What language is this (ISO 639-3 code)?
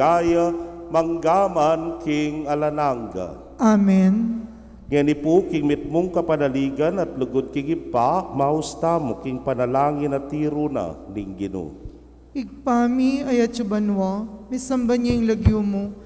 pam